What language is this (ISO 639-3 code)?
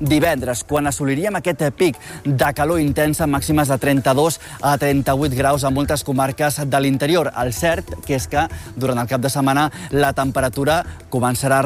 cat